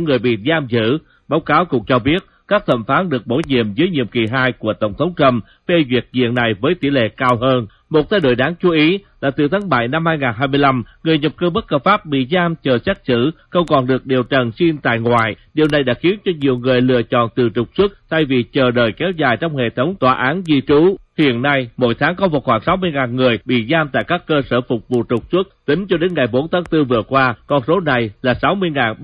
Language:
Vietnamese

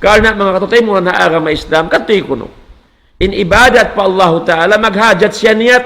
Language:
Tausug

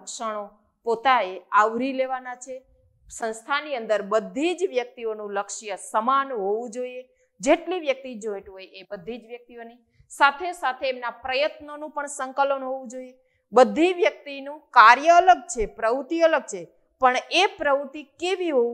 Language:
Gujarati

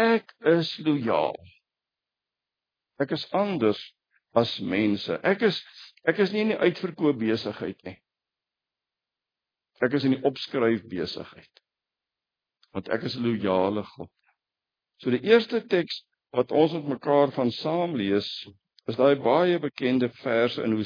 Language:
Afrikaans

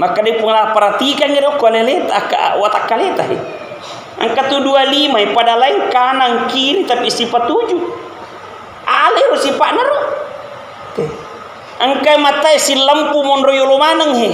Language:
Buginese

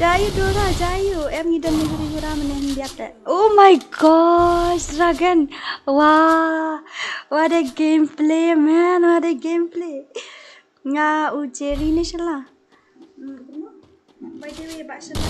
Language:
Khasi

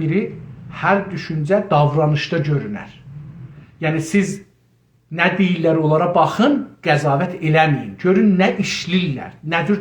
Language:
South Azerbaijani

